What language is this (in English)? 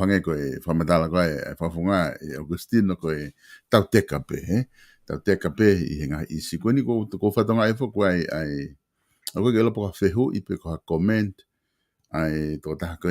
Tongan